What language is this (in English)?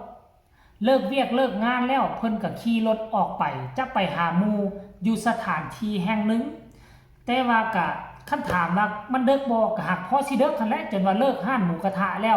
Lao